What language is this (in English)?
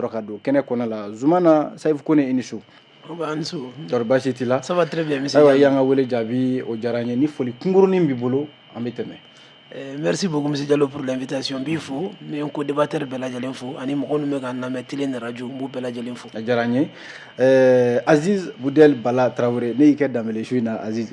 Bambara